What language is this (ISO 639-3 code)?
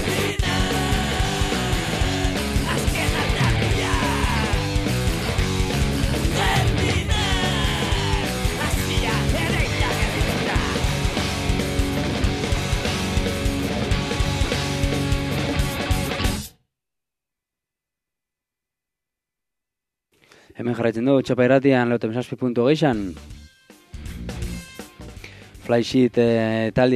eus